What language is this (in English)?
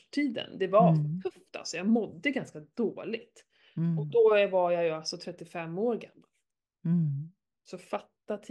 Swedish